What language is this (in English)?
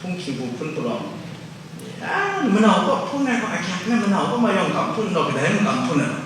Kachin